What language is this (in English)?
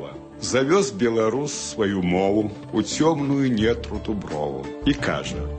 Belarusian